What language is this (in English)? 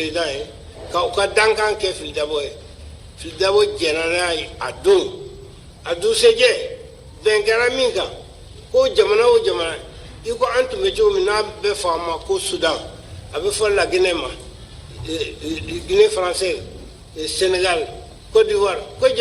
Bambara